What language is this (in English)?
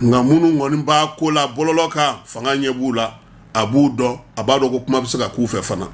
Bambara